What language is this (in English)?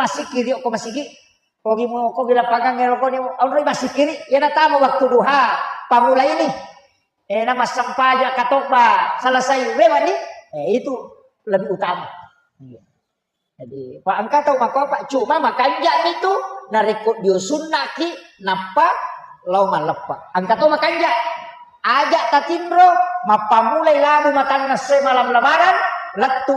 Buginese